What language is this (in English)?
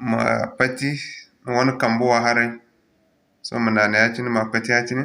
Zarma